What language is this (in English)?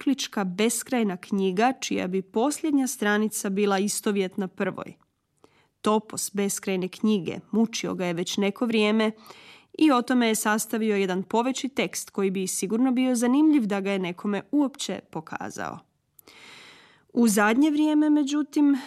Croatian